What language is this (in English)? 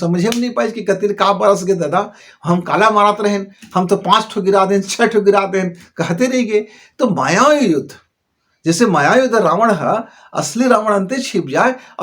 Chhattisgarhi